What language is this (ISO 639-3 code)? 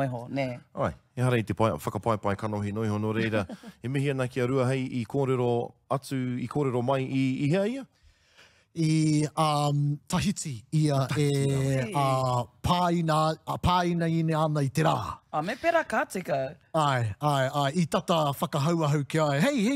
mri